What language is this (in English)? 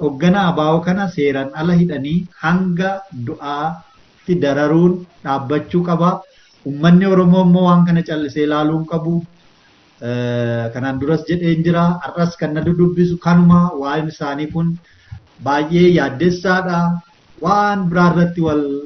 Oromo